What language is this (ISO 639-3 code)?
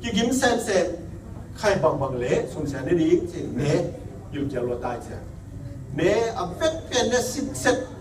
ctd